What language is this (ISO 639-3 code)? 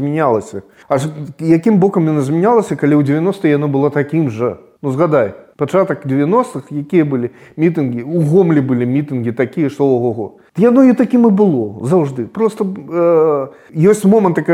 bel